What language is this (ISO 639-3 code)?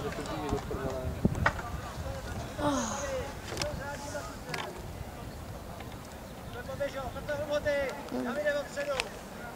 ces